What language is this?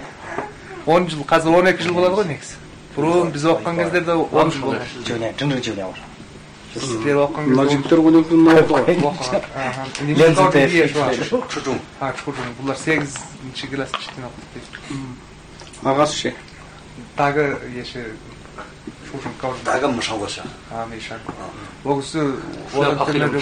Kazakh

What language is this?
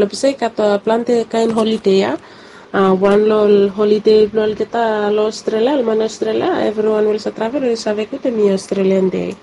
Bislama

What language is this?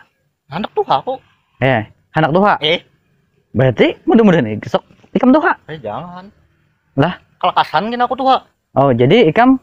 Banjar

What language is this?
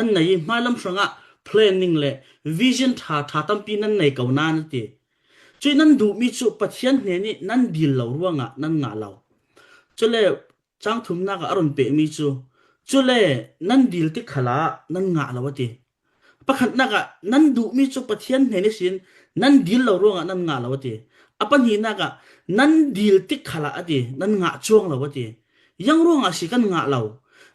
Falam Chin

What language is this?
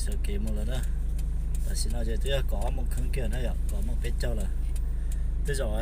Hmong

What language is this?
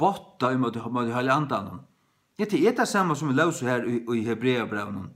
Faroese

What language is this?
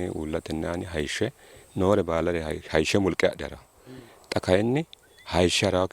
Sidamo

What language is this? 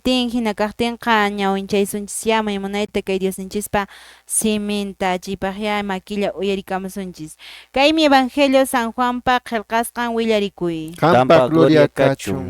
Quechua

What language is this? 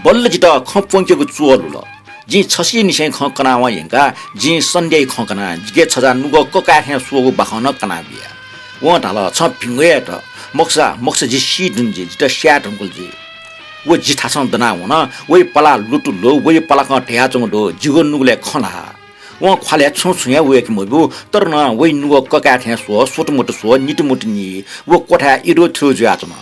Newari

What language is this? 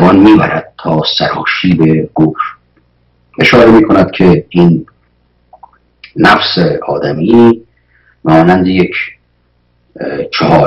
Persian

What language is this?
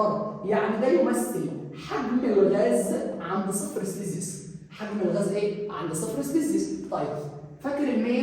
Egyptian Arabic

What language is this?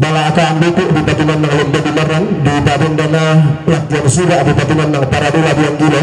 Toraja-Sa'dan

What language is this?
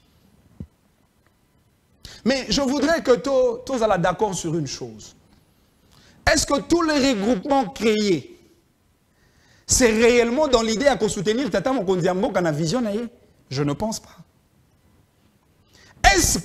French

